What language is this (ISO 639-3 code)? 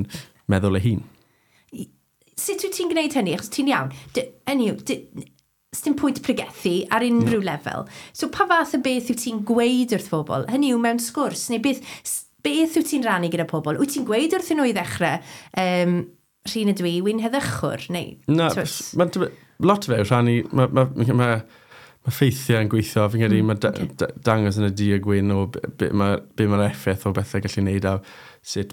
cym